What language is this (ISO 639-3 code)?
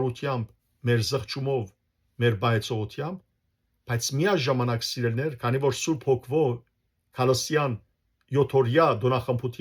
hyw